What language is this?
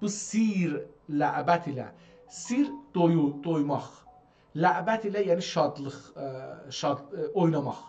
South Azerbaijani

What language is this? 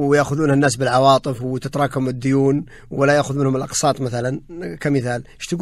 Najdi Arabic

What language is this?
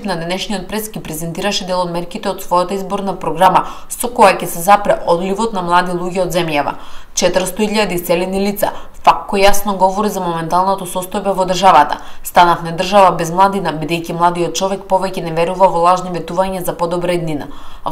Macedonian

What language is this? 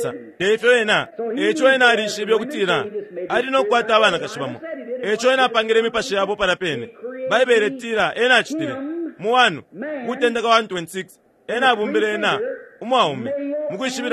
Bemba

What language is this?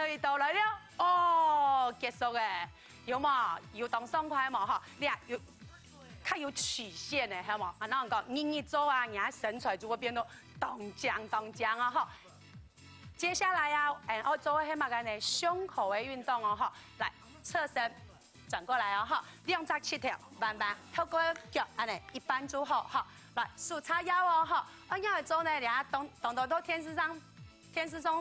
Hakka Chinese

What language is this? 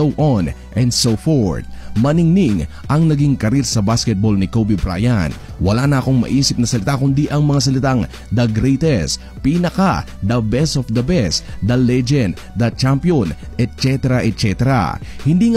Filipino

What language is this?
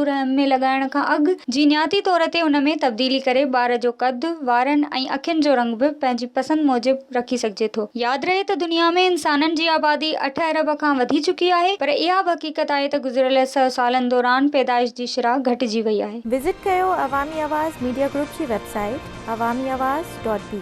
Sindhi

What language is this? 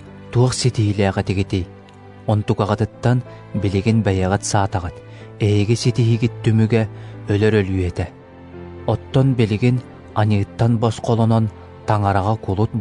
Yakut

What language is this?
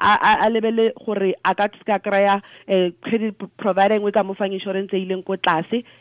Tswana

